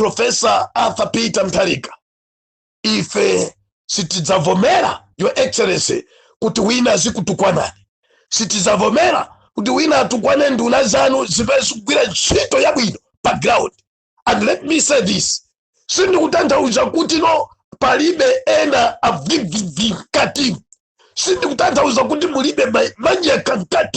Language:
Nyanja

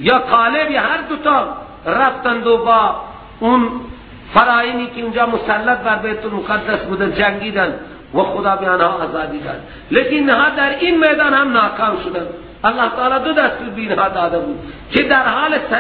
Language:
Persian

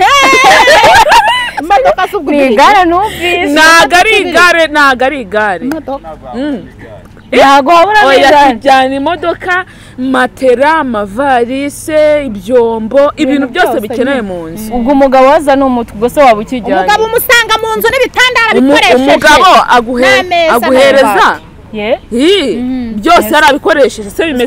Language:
Kinyarwanda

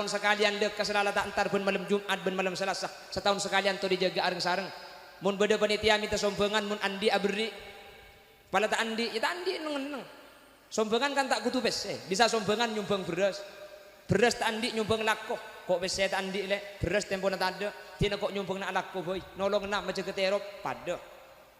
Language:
Madurese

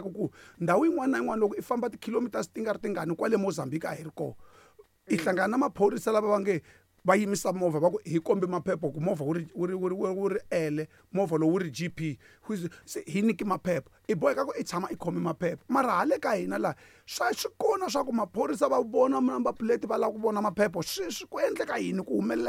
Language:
Tsonga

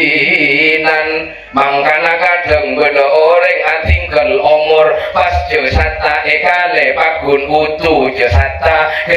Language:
Madurese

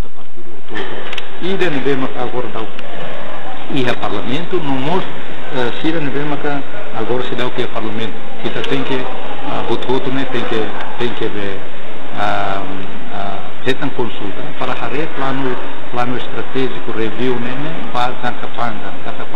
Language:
Tetum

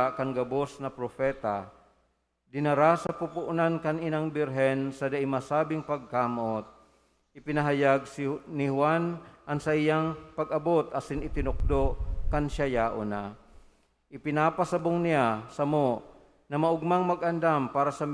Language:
Bikol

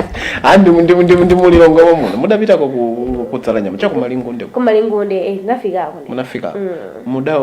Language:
Nyanja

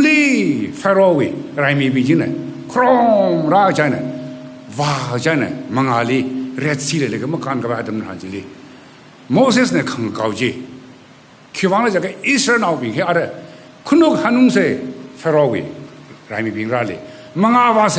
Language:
Tangkhul Naga (India)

